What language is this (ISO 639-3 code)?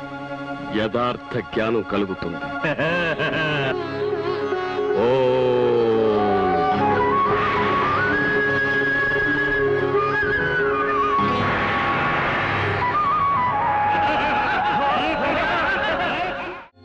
tel